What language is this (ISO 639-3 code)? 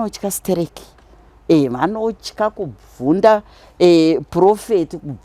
sna